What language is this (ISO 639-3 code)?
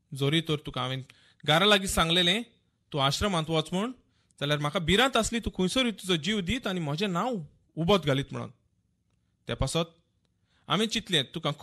kok